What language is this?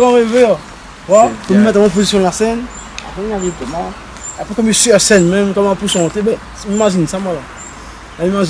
Réunion Creole French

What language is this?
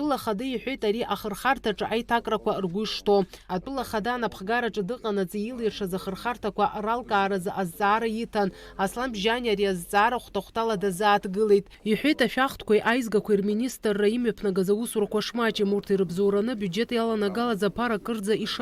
Abkhazian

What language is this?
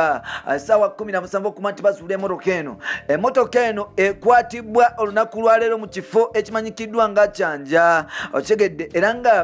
Ganda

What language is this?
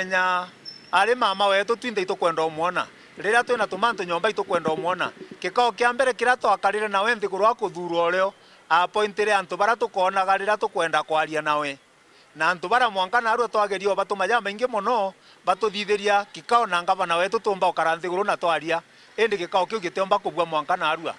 Meru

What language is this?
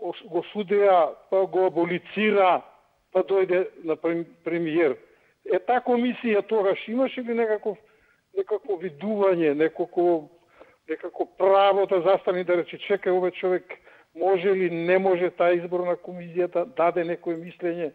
Macedonian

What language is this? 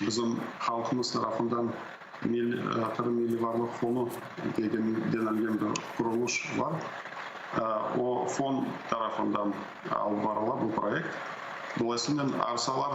Crimean Tatar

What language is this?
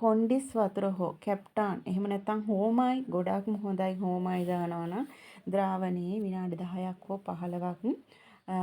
Sinhala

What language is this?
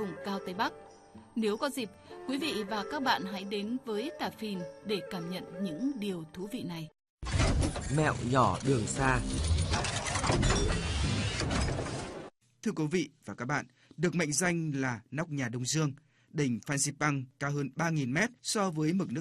Vietnamese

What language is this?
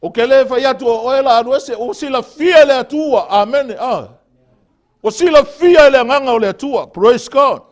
Samoan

